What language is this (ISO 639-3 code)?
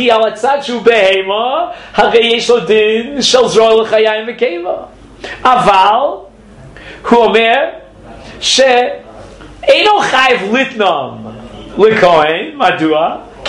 heb